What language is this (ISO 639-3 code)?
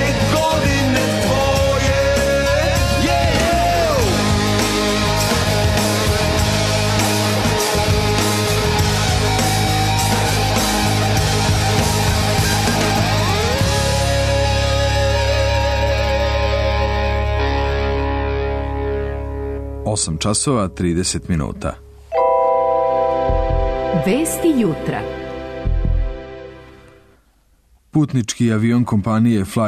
srp